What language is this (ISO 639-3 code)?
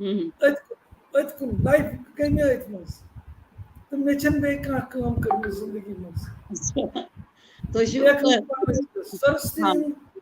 kas